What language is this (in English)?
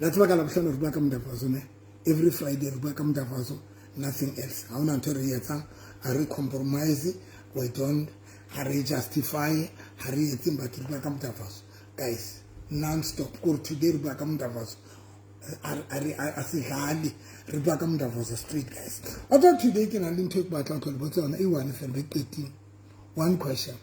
Southern Sotho